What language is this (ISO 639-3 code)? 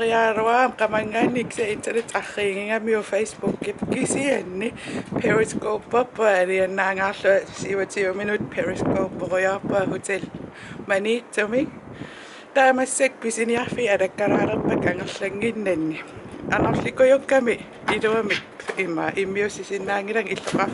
kal